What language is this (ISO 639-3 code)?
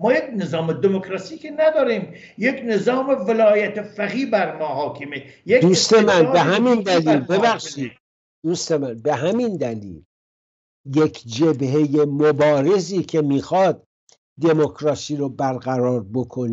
fas